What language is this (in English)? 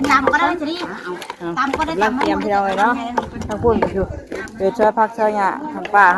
Northeastern Thai